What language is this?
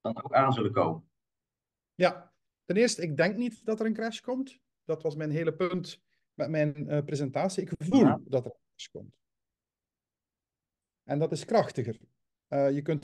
Dutch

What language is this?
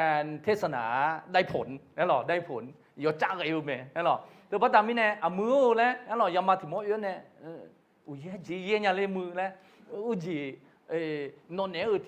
Akha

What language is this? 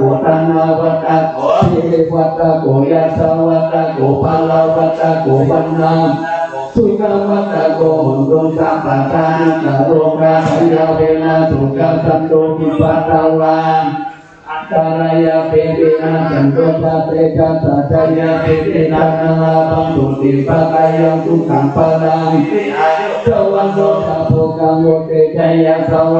Pali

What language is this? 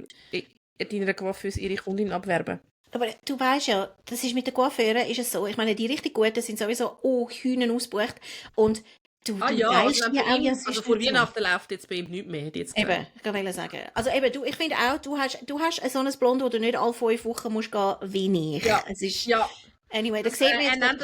Swiss German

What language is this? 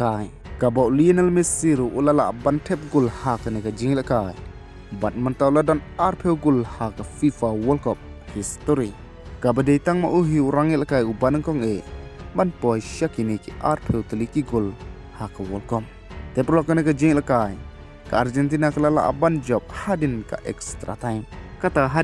Khasi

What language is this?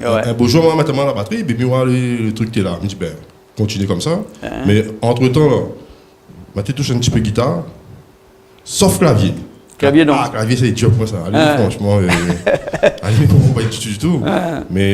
Réunion Creole French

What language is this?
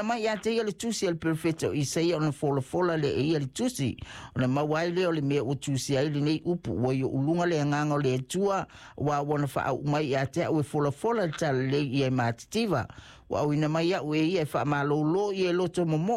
Samoan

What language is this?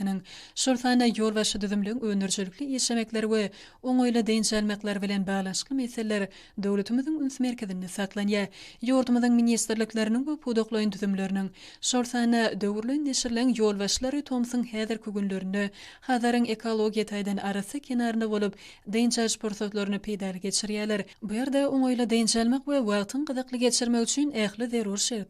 Turkmen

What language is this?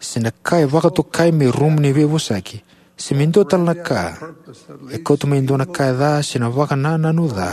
Fijian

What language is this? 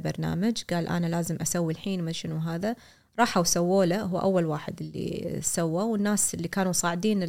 Gulf Arabic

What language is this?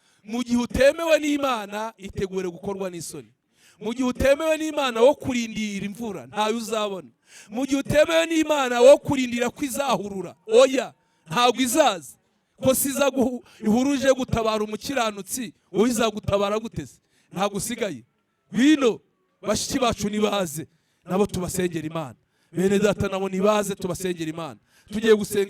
Kinyarwanda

